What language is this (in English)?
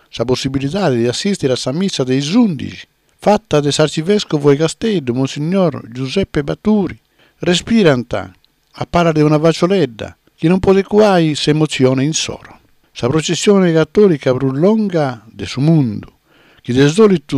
Sardinian